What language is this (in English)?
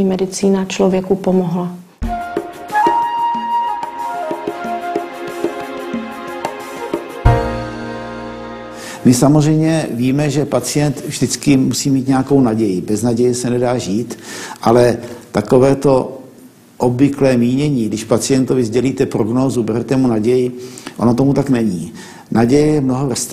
Czech